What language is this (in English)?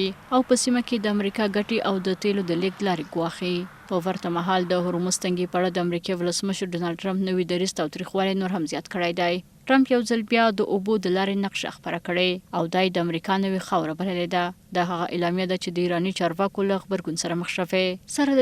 Pashto